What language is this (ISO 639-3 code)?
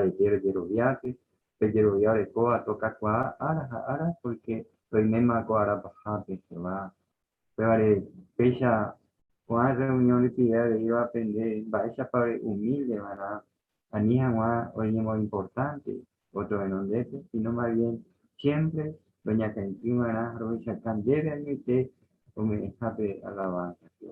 grn